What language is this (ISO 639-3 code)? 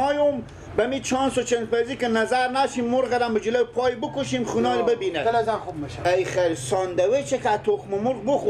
fas